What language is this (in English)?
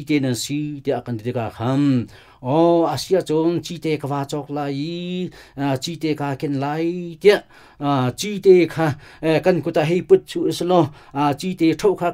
Hakha Chin